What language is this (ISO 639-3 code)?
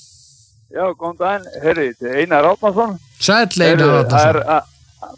isl